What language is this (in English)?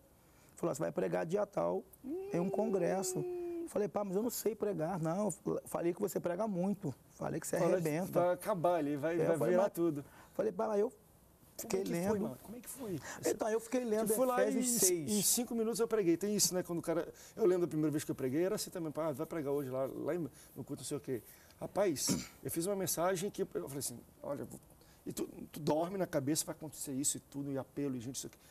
Portuguese